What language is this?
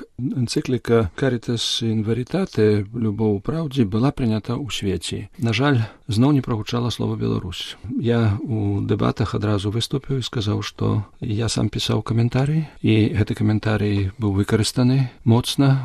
Belarusian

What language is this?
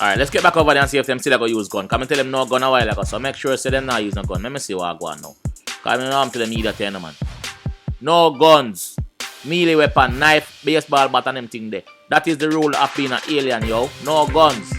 Jamaican Creole English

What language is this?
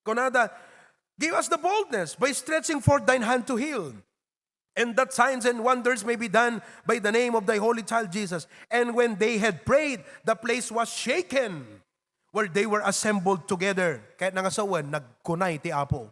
Iloko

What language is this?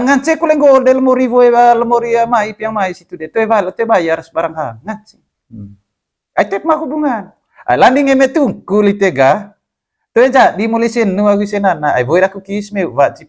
Manggarai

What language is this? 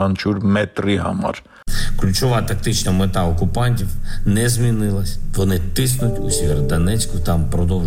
Armenian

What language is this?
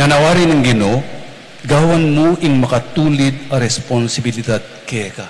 Pampanga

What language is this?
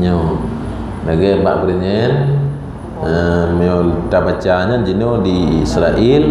Achinese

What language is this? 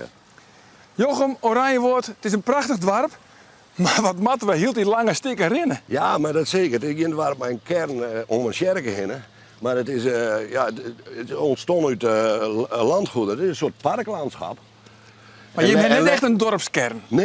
Western Frisian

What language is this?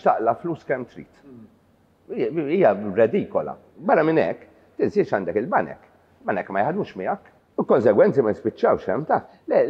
Maltese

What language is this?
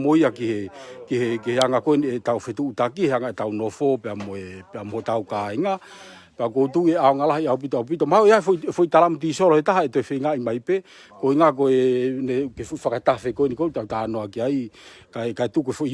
Tongan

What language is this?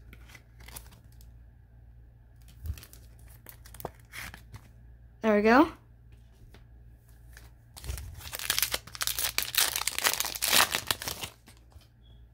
English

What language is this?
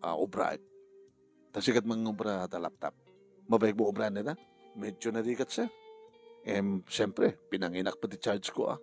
Iloko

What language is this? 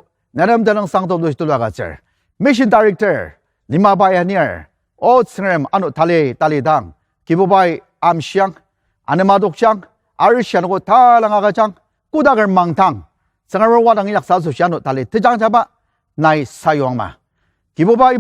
Ao Naga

